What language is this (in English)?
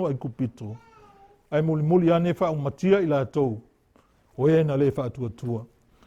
Samoan